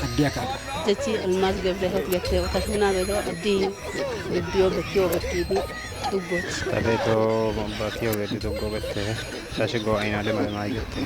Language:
Kafa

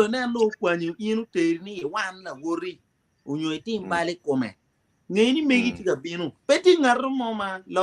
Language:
Acoli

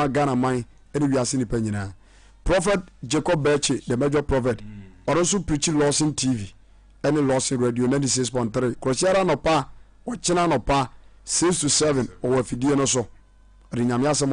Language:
Akan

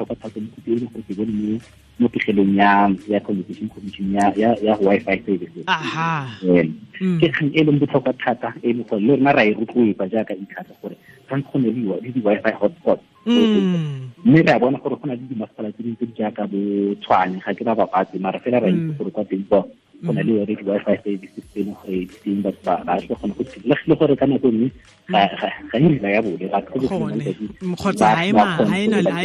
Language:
Tswana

